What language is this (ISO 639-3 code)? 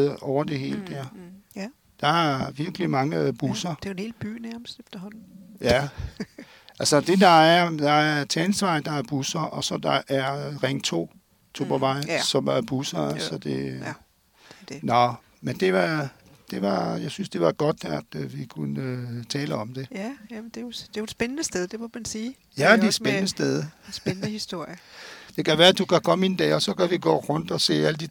dan